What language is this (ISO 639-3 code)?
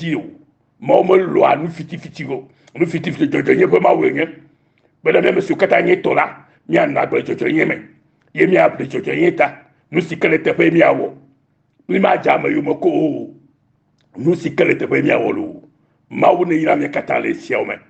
ewe